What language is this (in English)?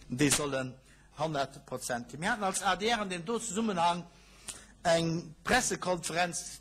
Luxembourgish